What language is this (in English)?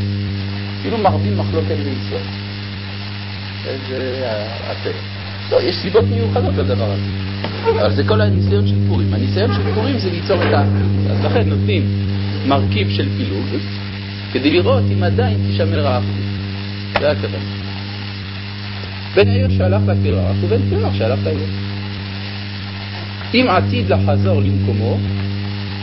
Hebrew